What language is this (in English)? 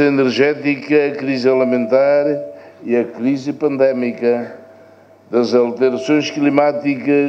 Tetum